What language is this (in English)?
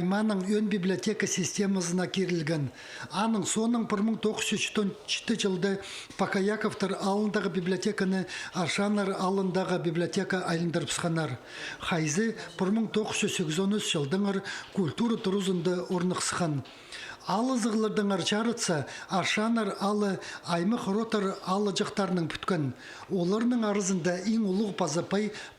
Khakas